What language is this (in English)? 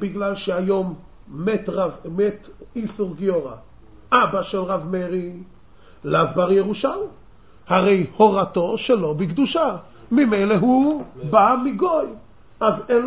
Hebrew